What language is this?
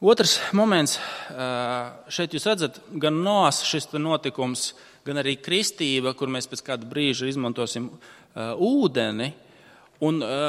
Latvian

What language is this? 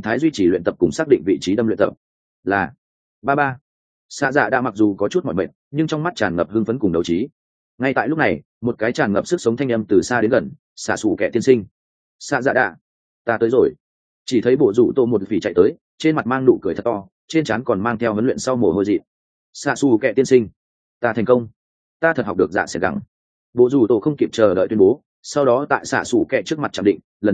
Vietnamese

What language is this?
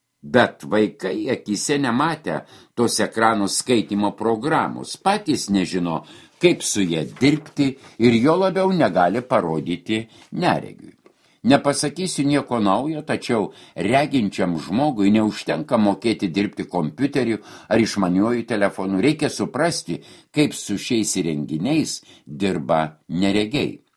Lithuanian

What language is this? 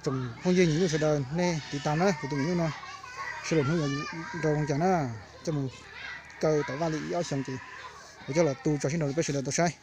Hmong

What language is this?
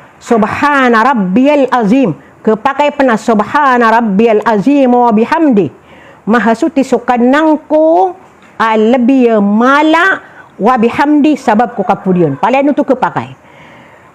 Maranao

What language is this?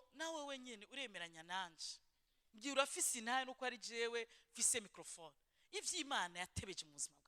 Rundi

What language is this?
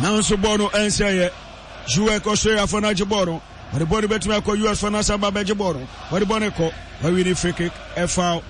Akan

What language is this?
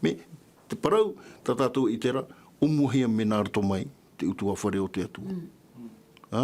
Tahitian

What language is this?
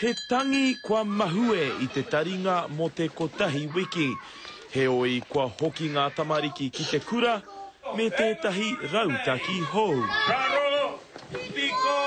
Māori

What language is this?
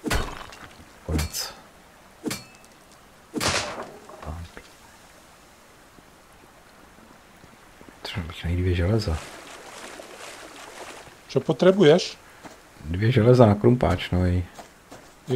Czech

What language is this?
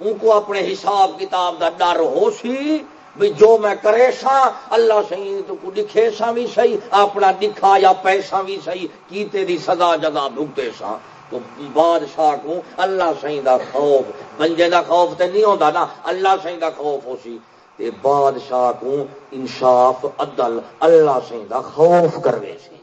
Saraiki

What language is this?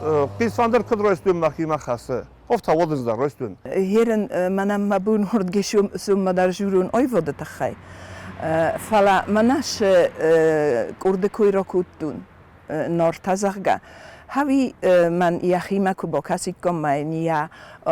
Ossetic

